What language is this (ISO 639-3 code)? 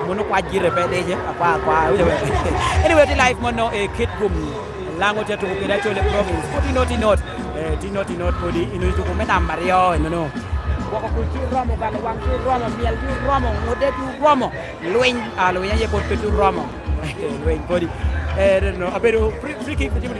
laj